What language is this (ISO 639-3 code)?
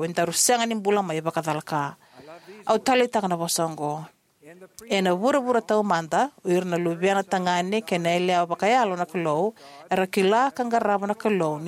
fij